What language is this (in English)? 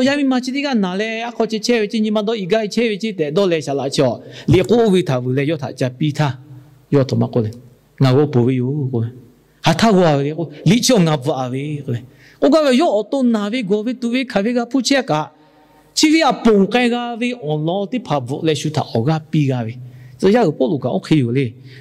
Lahu